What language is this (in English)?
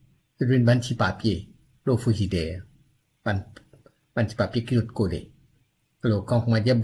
Morisyen